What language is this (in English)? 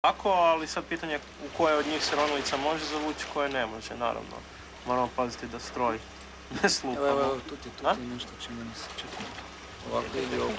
Croatian